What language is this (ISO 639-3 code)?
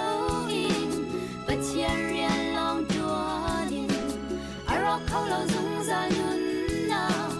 cnh